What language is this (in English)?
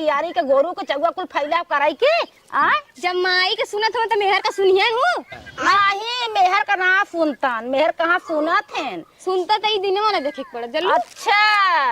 Awadhi